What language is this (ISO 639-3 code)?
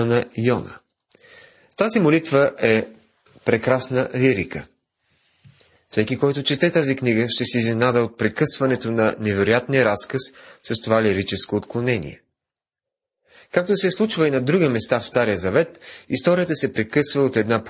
bul